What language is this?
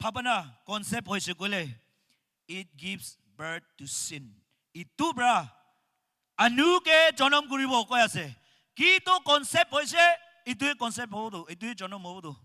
Naga Pidgin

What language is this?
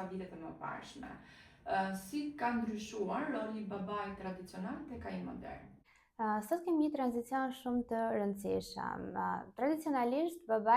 Albanian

